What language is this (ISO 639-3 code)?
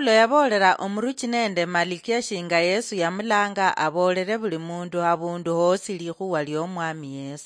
luy